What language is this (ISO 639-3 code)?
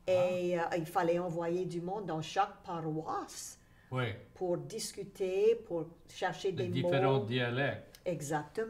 fra